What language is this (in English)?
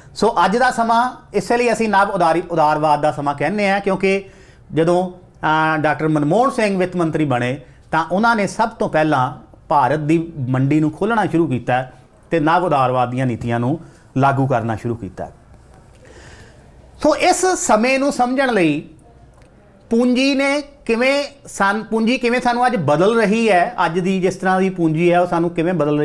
Punjabi